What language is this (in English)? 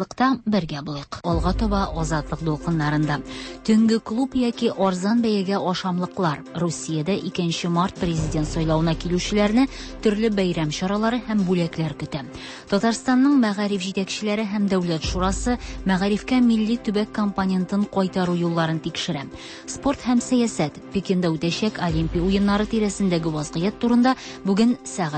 Tatar